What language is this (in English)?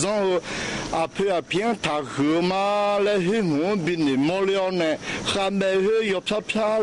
Akha